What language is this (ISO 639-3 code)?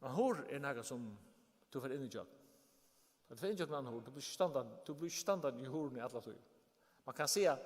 fao